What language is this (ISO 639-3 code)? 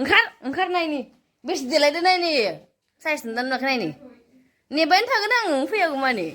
brx